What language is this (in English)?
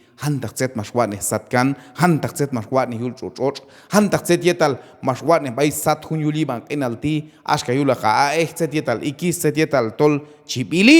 Q'anjob'al